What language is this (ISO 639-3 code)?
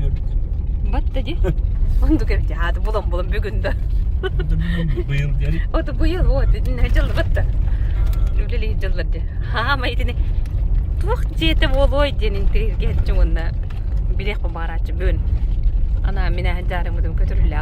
sah